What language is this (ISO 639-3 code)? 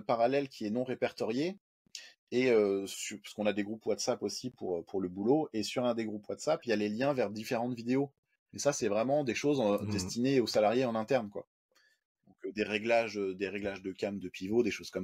fra